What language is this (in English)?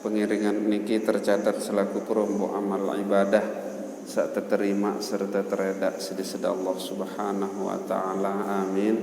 Sasak